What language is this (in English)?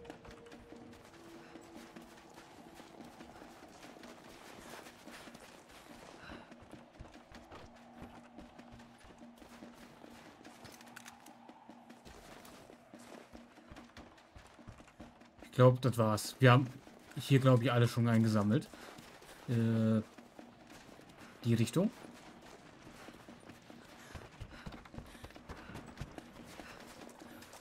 German